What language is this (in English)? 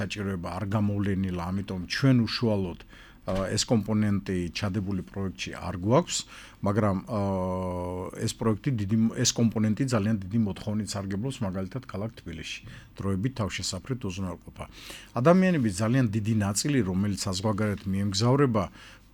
Georgian